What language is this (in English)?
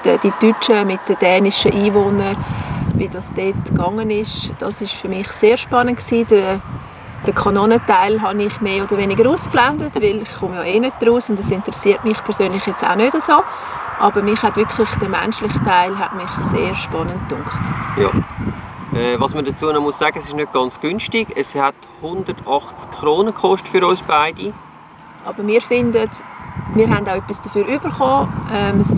Swiss German